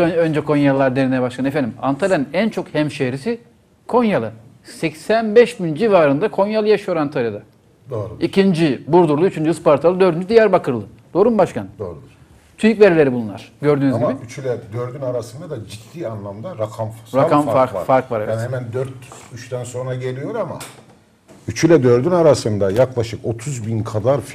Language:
Turkish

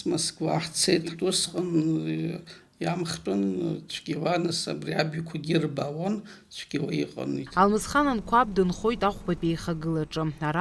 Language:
Abkhazian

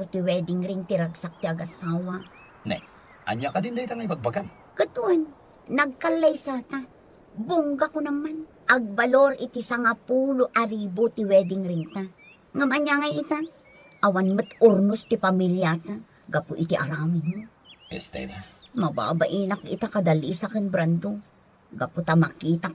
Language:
Iloko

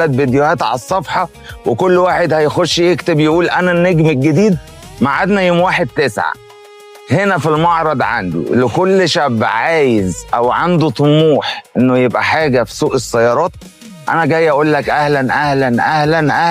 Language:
Egyptian Arabic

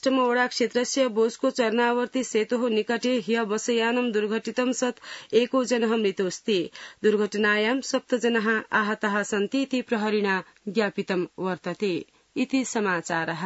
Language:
Sanskrit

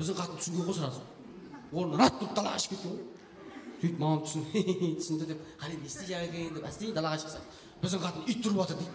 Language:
Kara-Kalpak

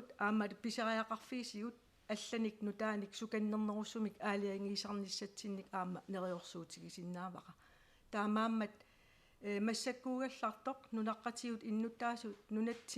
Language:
Kalaallisut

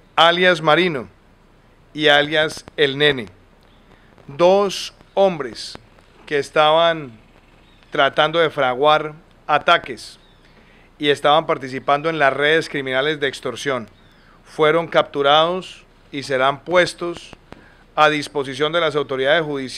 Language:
Spanish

